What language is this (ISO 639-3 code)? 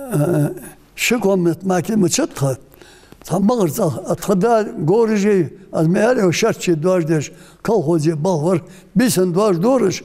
inh